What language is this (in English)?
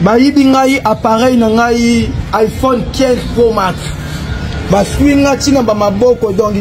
Lingala